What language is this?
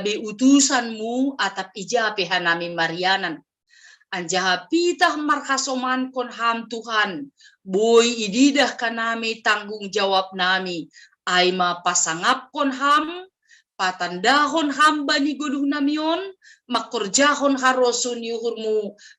Batak Simalungun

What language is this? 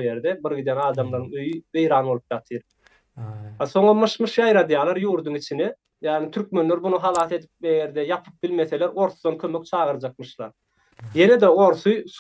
Turkmen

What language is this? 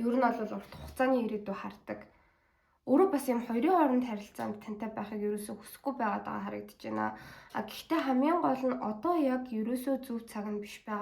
Mongolian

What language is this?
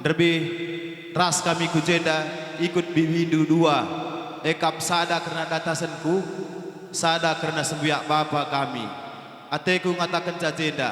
Batak Karo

